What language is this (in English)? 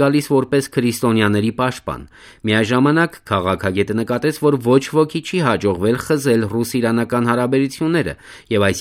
Armenian